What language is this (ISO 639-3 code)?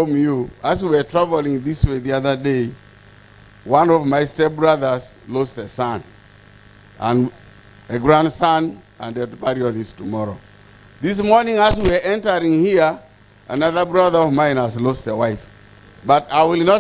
nyn